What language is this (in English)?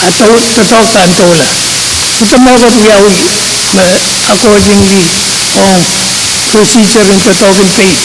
Pohnpeian